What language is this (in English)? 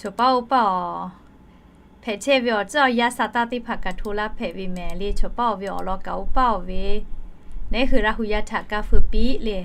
Lahu